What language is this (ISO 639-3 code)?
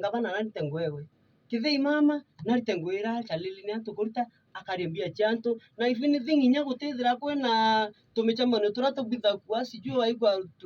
mer